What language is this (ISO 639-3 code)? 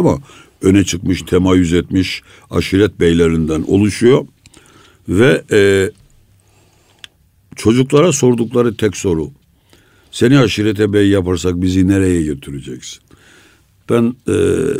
tur